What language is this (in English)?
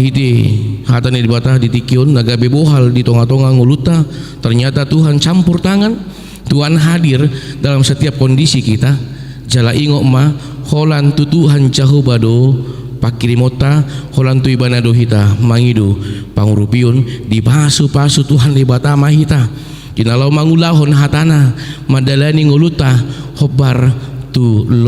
Batak Toba